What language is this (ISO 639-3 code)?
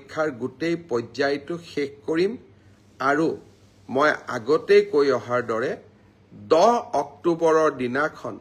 asm